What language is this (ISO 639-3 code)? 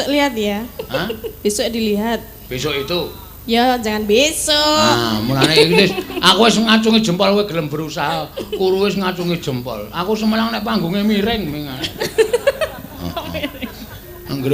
jav